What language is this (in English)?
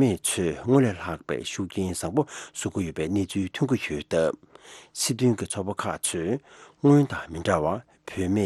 Tibetan